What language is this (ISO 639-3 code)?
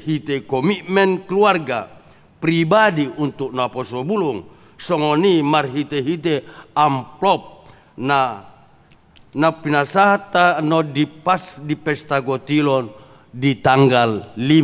bbc